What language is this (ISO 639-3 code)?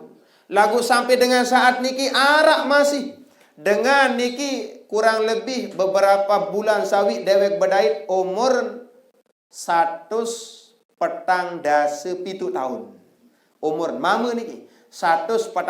sas